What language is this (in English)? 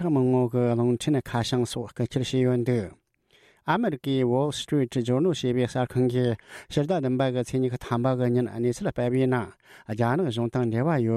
Tibetan